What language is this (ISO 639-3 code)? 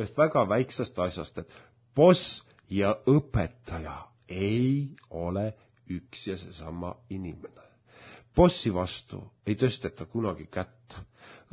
est